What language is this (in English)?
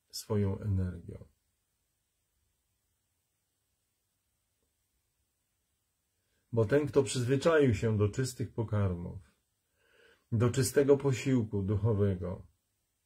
Polish